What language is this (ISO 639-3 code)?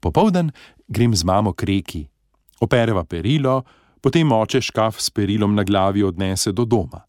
slv